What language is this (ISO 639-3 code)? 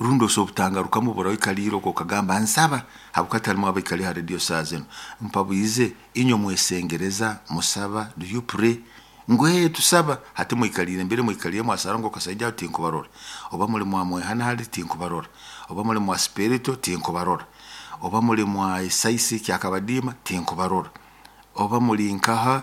nyo